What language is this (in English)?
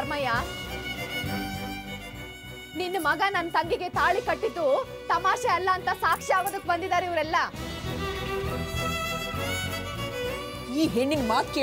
Kannada